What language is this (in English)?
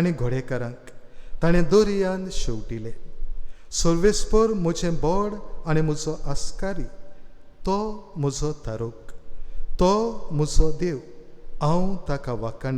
Konkani